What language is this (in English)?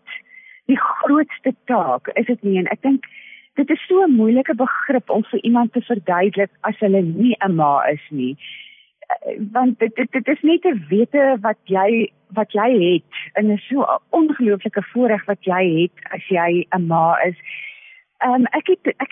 Afrikaans